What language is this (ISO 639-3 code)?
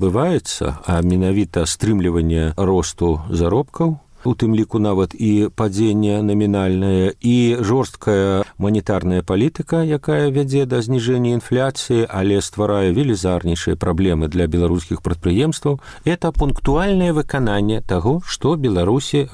bel